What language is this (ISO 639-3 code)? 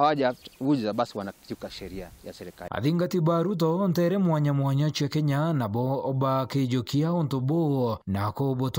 mer